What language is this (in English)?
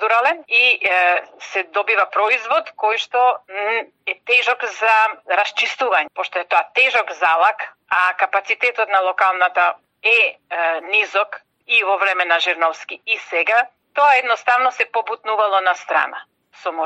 Macedonian